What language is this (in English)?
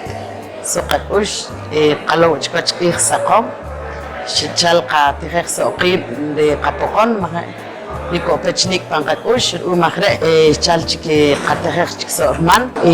Poqomchi'